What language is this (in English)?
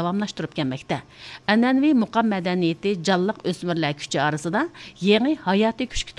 Uyghur